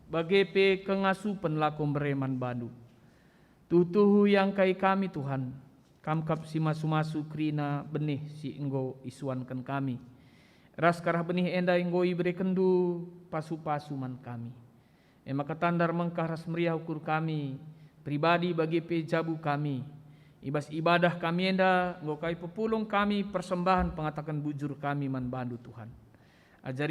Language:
Batak Karo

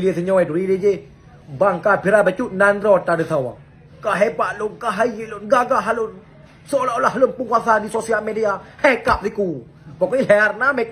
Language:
Achinese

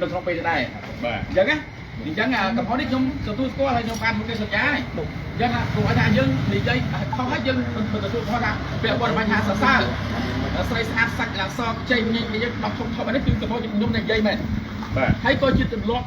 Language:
Khmer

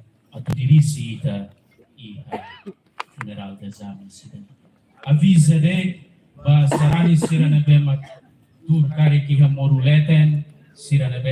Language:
Tetum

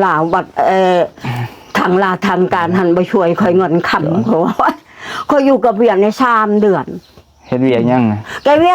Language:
Lao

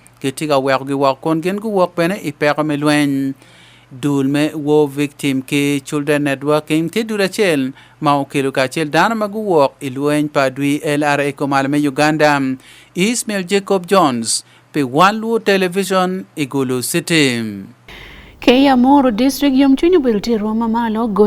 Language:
Acoli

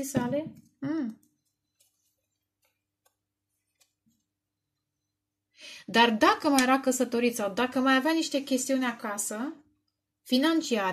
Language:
Romanian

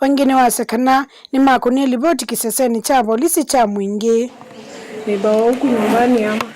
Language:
Kamba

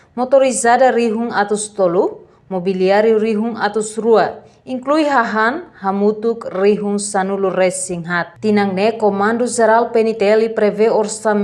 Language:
Tetum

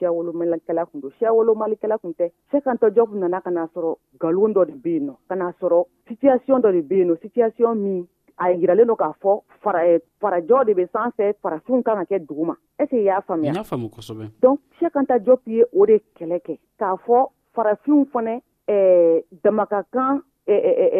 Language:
Dyula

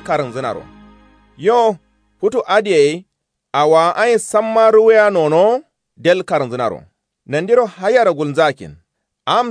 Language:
Kanuri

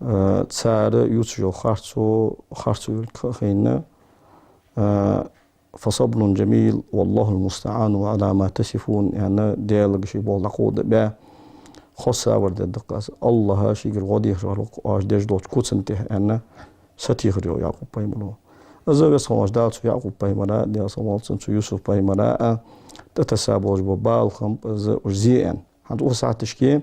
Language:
Ingush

